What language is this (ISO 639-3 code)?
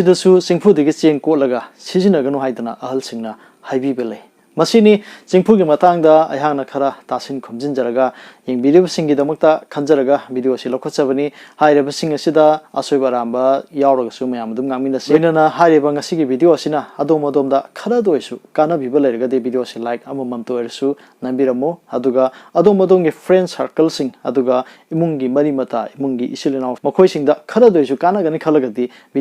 mni